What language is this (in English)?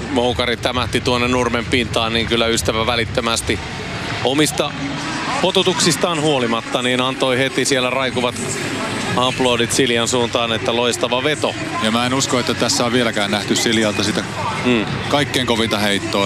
Finnish